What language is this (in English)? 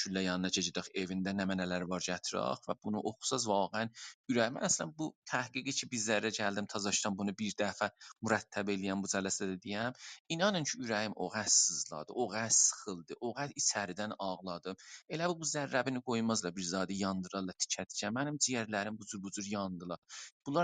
South Azerbaijani